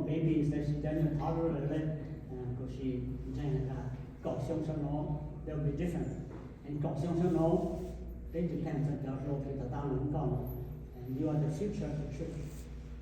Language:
Hmong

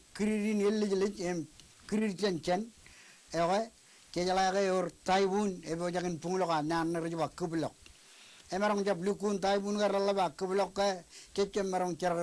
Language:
Marshallese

